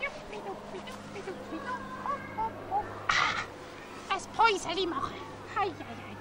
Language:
Swiss German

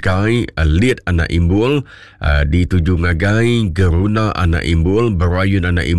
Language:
Iban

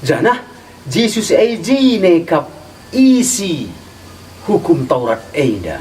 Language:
Batak Karo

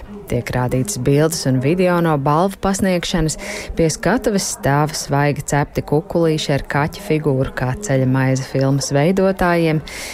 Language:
Latvian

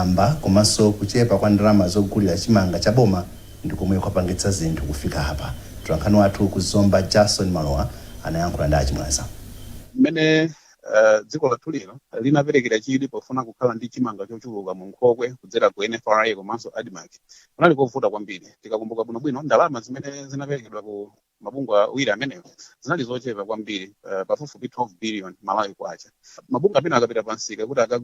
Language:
Nyanja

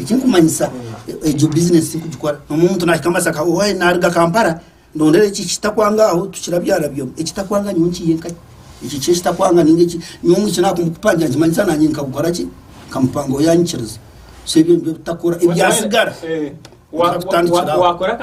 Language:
Nyankole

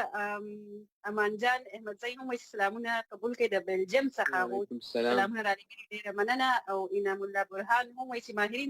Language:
Pashto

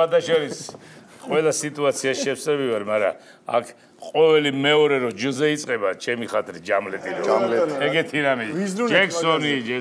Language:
Georgian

